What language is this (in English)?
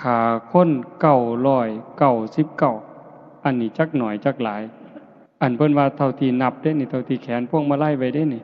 Northeastern Thai